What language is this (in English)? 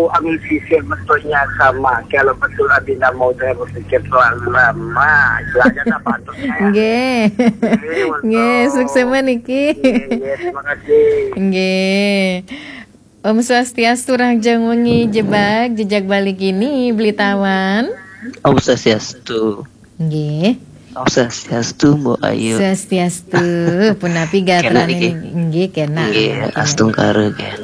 Balinese